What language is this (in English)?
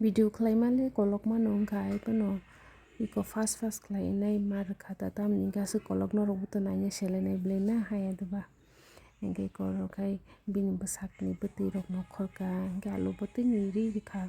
Kok Borok